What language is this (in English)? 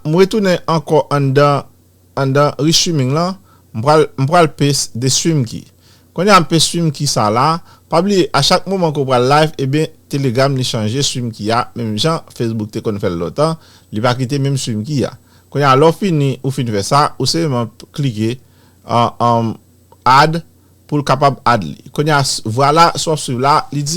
Haitian Creole